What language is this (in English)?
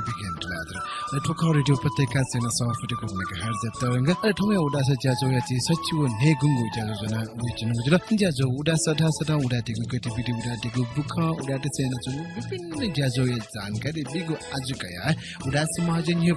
Newari